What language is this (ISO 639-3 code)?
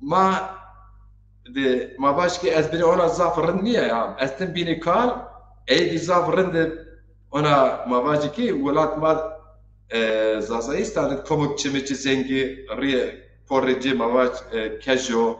zza